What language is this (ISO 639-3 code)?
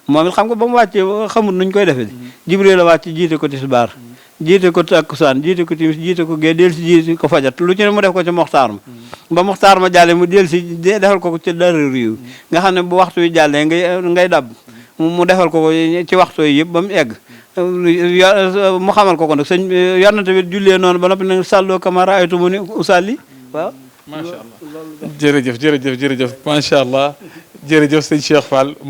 wol